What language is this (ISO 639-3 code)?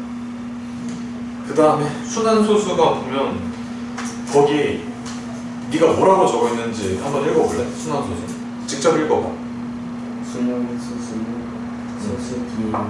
kor